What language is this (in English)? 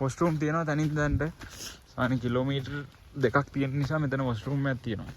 Sinhala